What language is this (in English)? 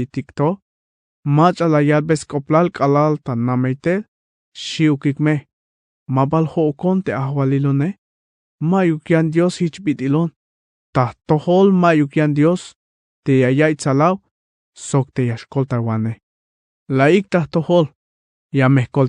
Tzeltal